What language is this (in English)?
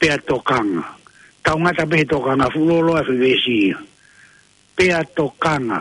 Tongan